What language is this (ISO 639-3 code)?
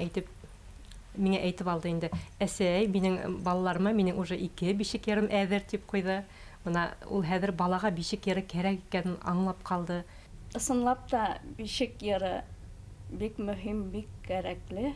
bak